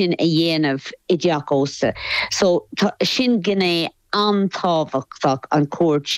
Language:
Irish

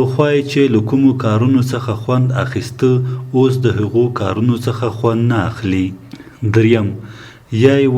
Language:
Pashto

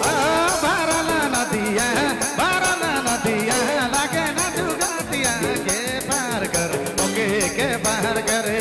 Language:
Sadri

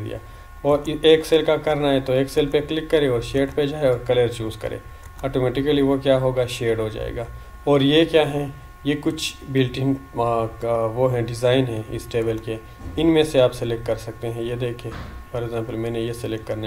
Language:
Hindi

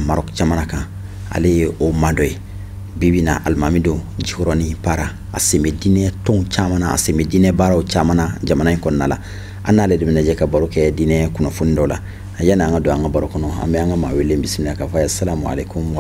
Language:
Bambara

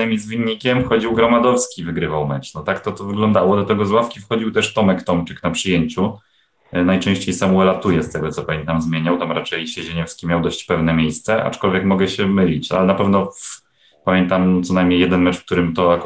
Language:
Polish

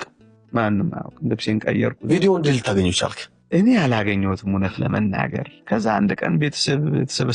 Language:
Amharic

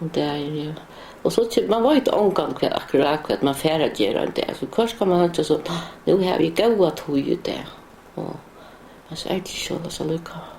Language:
Faroese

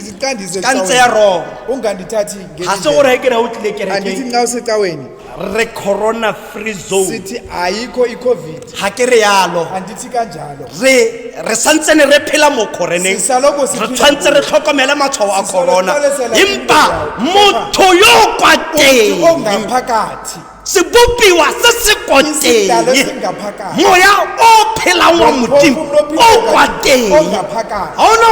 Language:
Tswana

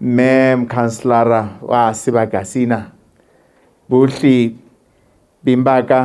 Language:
Southern Sotho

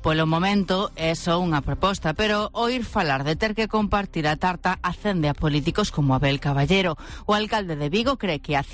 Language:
Galician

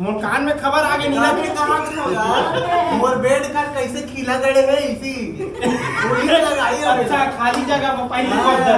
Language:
Chhattisgarhi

